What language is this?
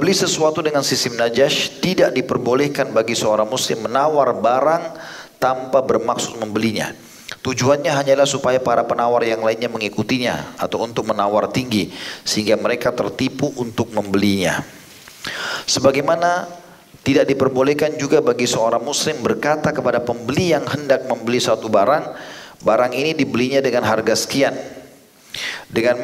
Indonesian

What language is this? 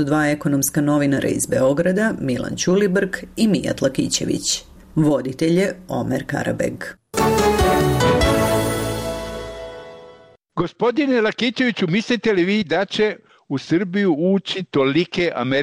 Serbian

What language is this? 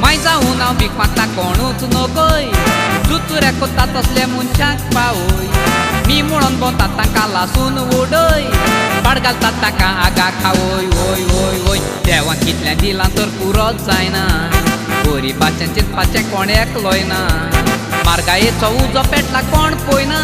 Konkani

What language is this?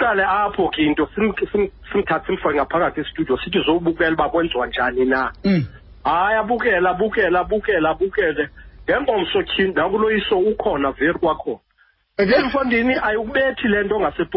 Xhosa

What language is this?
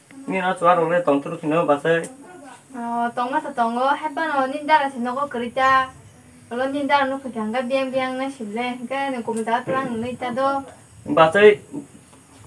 Kok Borok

